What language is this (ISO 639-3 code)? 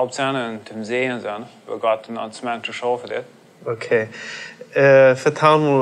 pdt